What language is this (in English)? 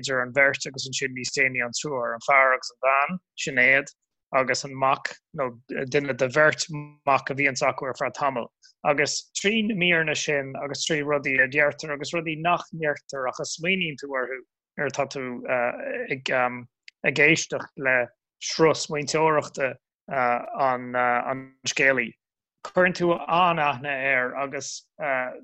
Irish